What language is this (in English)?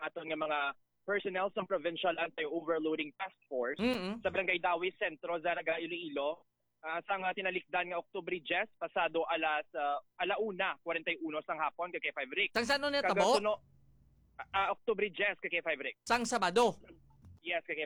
Hiligaynon